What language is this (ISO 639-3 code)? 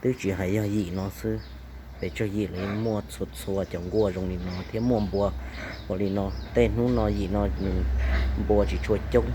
hmn